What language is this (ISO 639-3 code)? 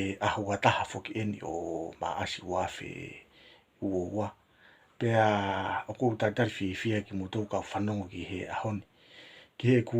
ton